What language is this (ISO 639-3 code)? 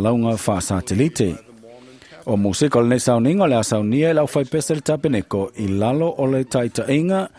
smo